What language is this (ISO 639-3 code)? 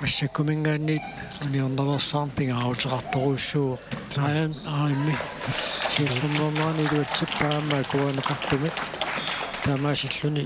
kal